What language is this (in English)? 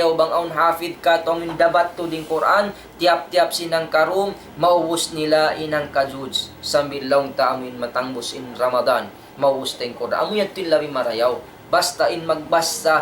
Tausug